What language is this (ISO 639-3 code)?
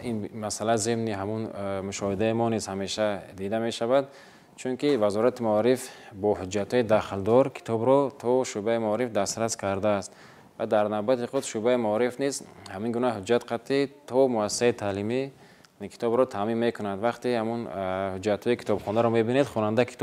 tgk